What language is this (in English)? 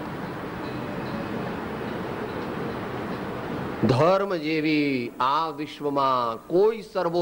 Gujarati